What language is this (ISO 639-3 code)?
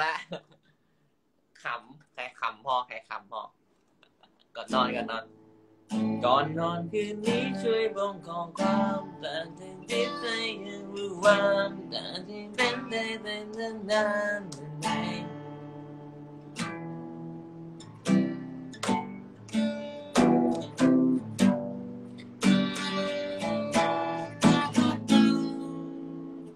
tha